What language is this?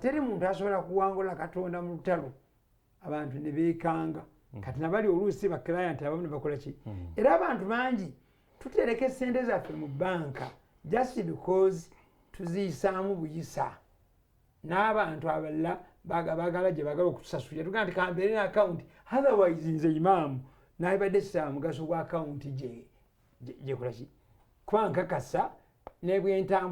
Ganda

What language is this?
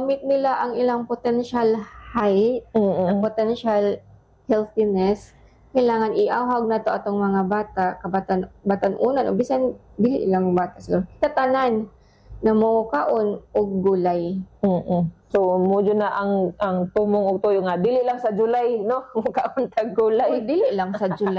Cebuano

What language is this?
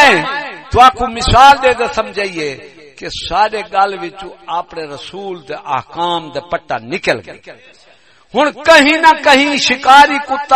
Saraiki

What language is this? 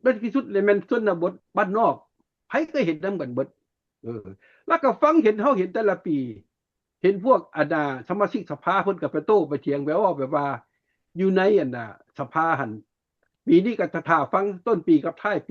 Lao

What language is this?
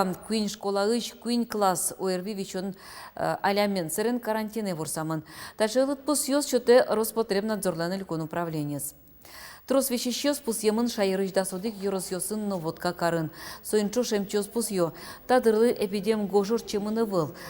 Udmurt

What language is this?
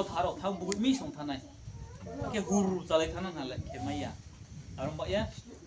Riang (India)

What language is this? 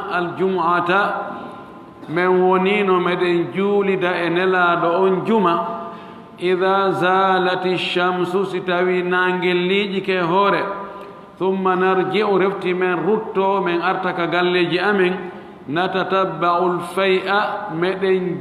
Fula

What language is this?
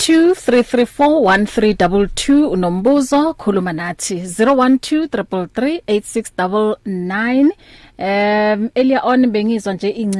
English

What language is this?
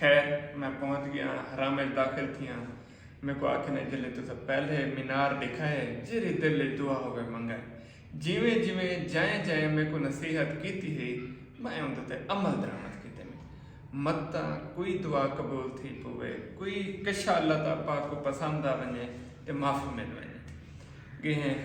Saraiki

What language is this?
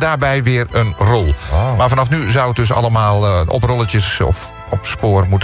Dutch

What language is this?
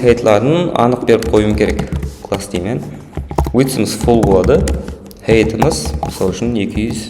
Kara-Kalpak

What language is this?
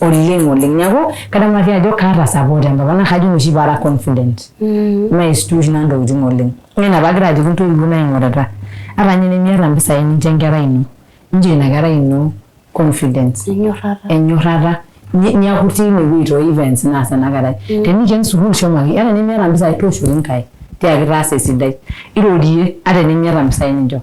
Masai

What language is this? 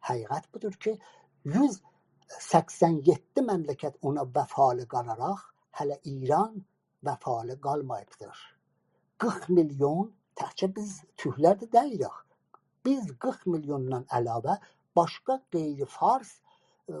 South Azerbaijani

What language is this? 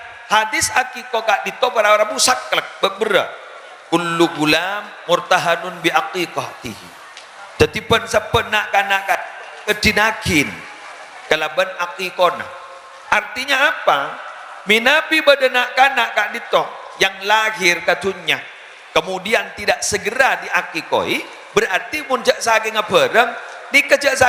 Madurese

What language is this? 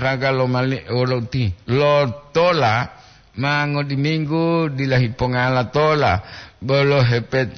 Gorontalo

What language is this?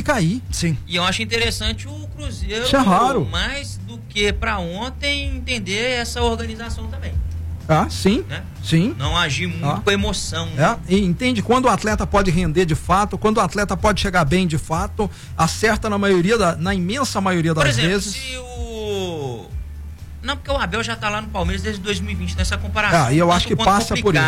Portuguese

